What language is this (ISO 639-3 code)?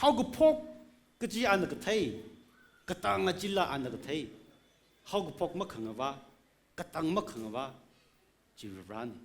nmf